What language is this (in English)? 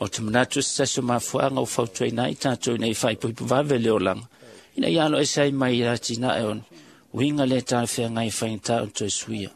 Samoan